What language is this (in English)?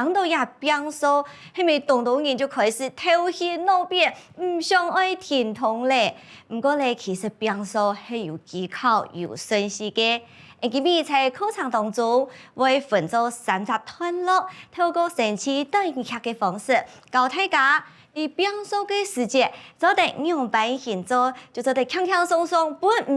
Hakka Chinese